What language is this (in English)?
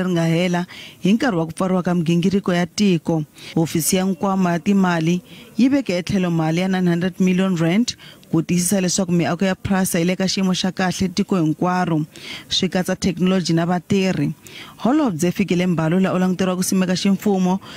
Tsonga